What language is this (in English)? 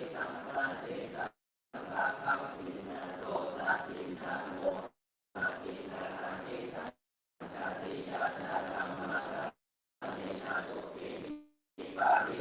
Pali